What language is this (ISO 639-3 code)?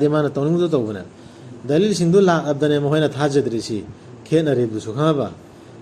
mni